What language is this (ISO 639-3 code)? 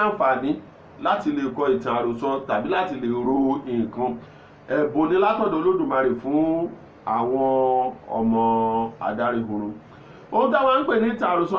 yor